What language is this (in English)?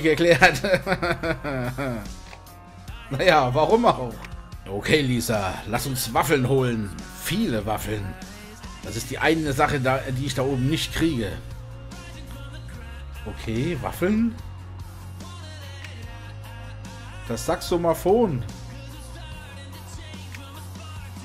German